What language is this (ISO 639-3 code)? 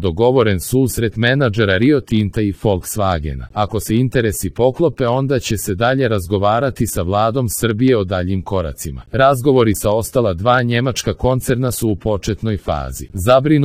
srp